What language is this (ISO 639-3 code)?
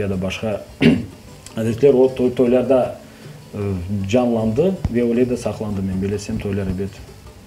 crh